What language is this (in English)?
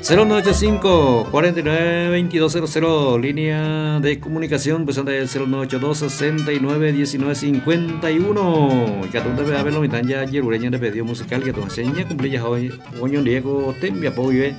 Guarani